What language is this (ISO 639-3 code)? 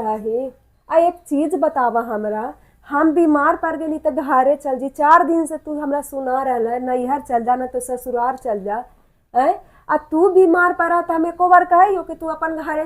mag